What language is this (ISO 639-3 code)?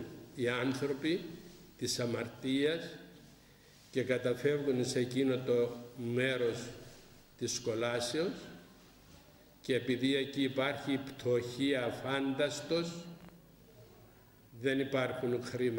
ell